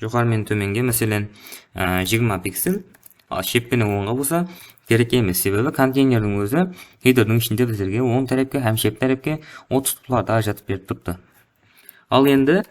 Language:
Kara-Kalpak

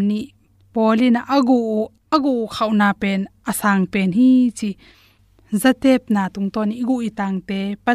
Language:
Tedim Chin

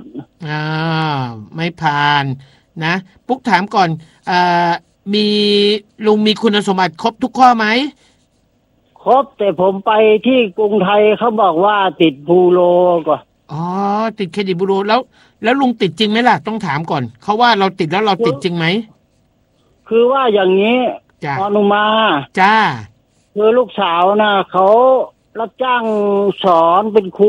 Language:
Thai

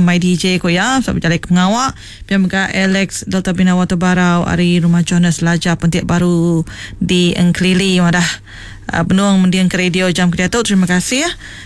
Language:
Iban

